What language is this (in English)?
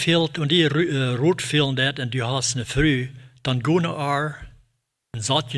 Plautdietsch